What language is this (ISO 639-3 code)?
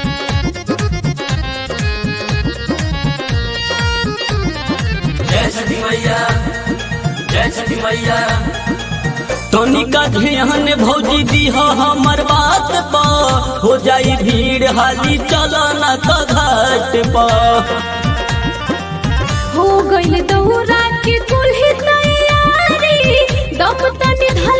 bho